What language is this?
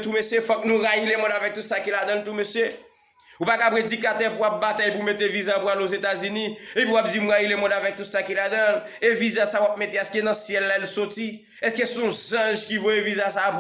Haitian Creole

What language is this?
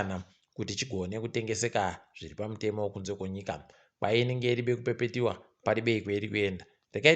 Ndau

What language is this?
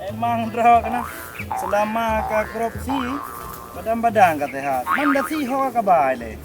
Achinese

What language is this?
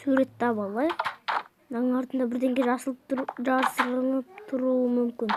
Kazakh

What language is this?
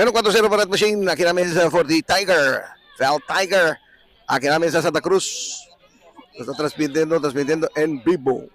Papiamento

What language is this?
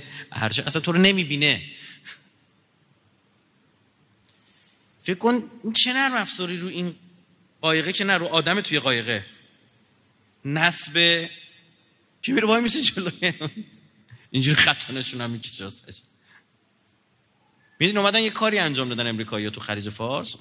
Persian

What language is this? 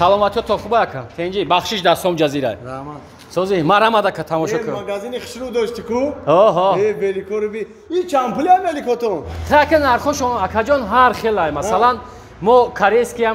Tajik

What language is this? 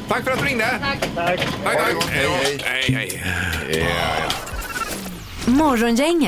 Swedish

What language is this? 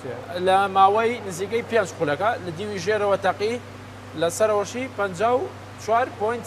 Central Kurdish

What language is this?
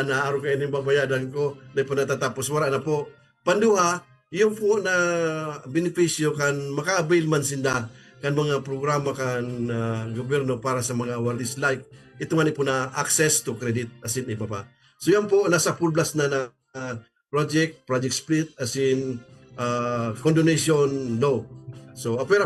Bikol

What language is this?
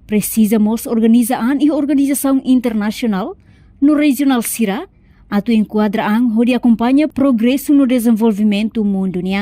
Tetum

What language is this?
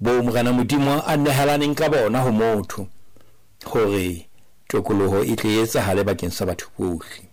Southern Sotho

